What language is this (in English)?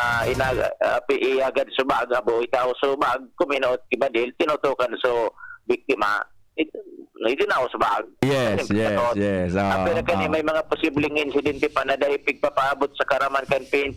Bikol